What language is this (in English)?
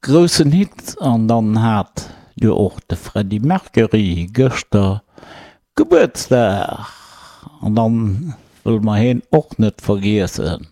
Luxembourgish